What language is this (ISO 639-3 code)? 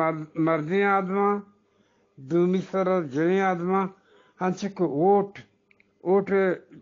bgp